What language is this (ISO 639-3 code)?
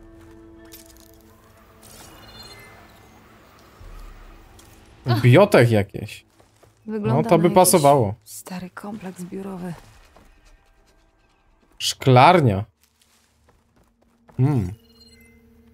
pol